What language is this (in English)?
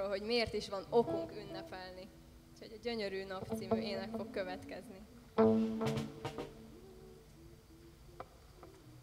Hungarian